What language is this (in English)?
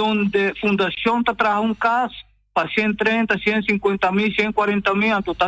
Papiamento